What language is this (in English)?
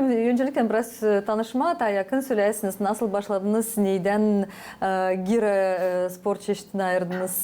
Gagauz